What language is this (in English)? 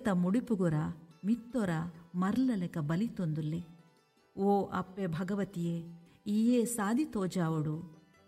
Tulu